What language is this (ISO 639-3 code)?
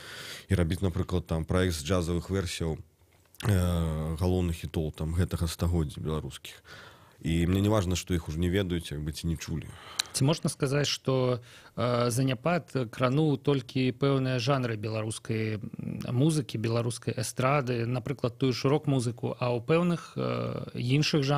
bel